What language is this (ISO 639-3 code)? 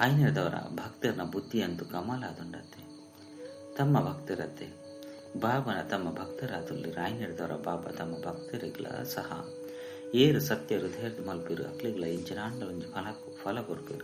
tcy